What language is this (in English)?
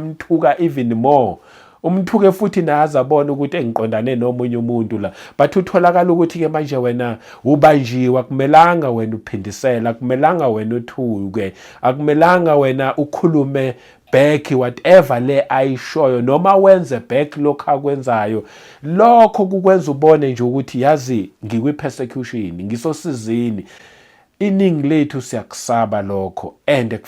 Zulu